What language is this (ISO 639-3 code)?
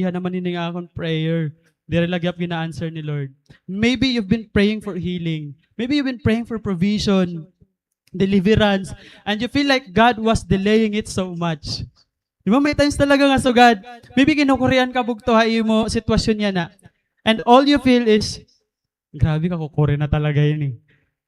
war